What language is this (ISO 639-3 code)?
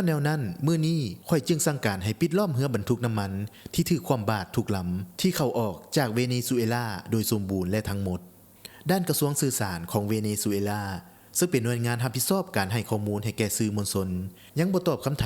lao